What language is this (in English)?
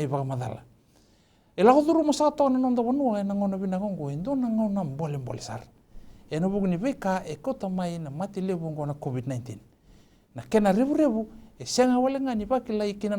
Fijian